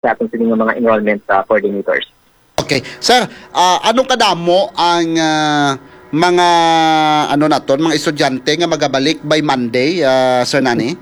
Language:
Hiligaynon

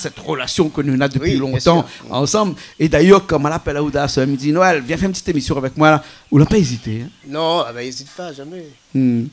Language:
Réunion Creole French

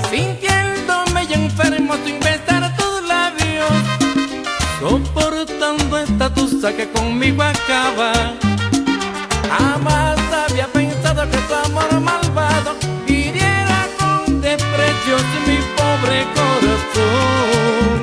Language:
Spanish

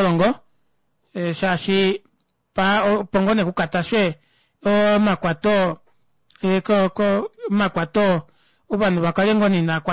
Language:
Kuanyama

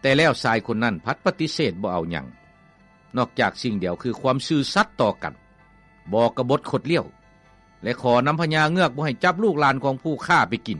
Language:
Lao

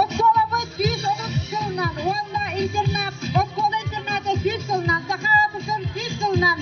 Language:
Yakut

